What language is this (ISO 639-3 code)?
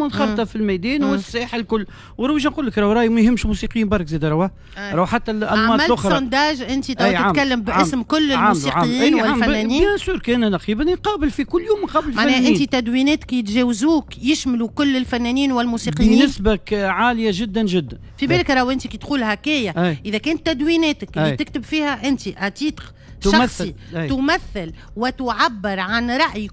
aeb